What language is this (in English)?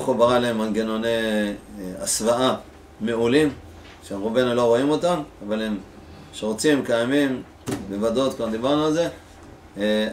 Hebrew